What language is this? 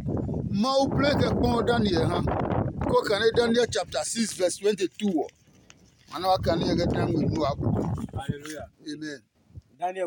Adangme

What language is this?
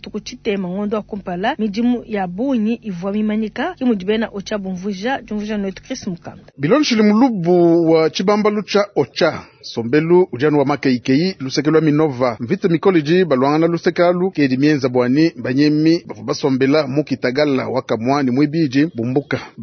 Luba-Lulua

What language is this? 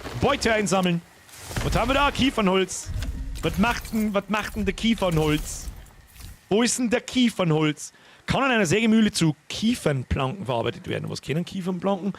Bavarian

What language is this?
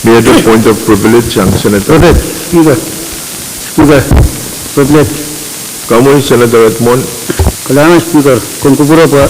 Pohnpeian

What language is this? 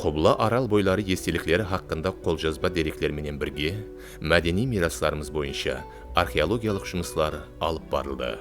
Kara-Kalpak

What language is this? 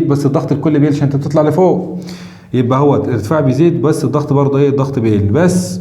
Egyptian Arabic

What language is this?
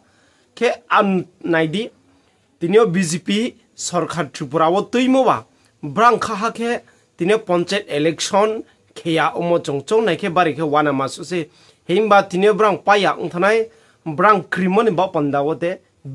Riang (India)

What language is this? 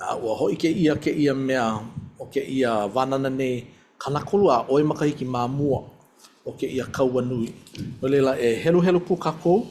Hawaiian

